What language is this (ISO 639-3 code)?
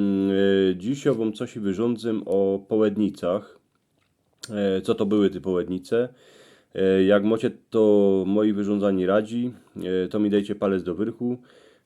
szl